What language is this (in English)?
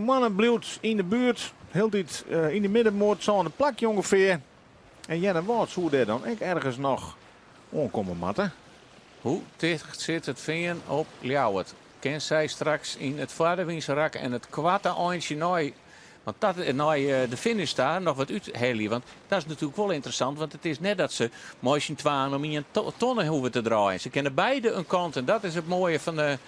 Western Frisian